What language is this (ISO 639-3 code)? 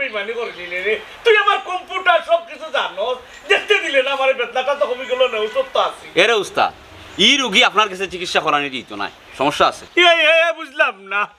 syl